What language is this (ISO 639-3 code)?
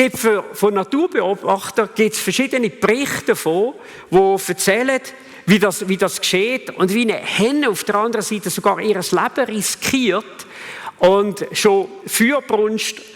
gsw